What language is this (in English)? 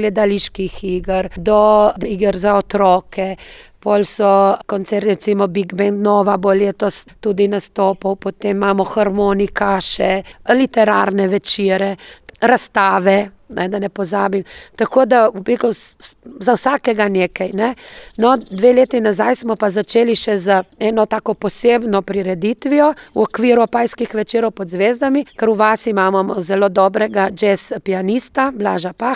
Slovenian